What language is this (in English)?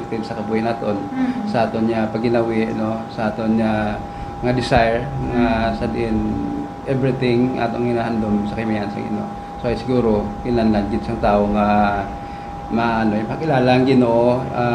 Hiligaynon